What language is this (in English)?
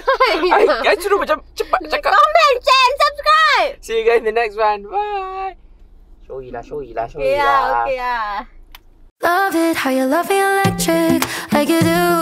Malay